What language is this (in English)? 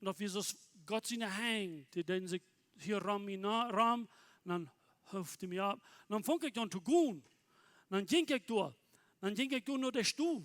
Plautdietsch